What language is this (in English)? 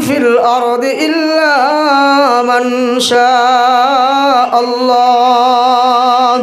Sylheti